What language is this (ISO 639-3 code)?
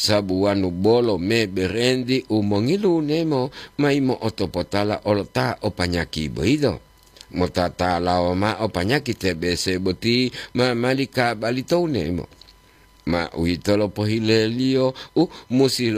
gor